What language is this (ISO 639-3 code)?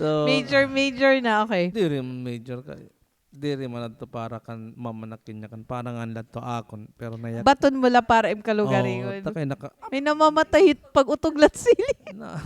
war